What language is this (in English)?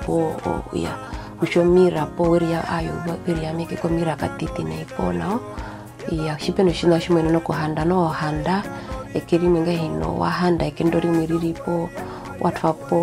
Herero